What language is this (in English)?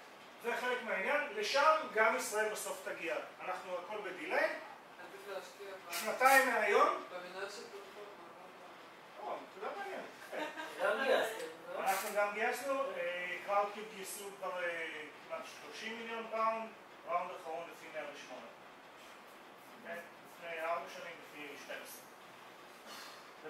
Hebrew